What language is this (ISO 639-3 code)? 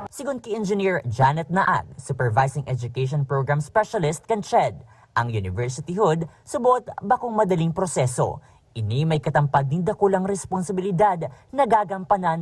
bik